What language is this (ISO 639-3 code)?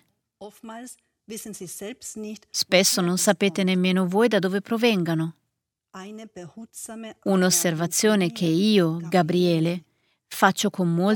ita